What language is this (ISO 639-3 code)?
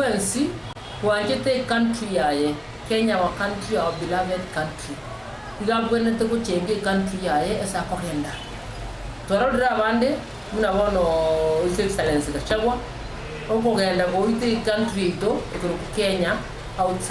guz